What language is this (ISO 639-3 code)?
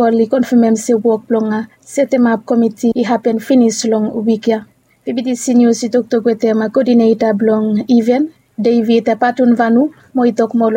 bis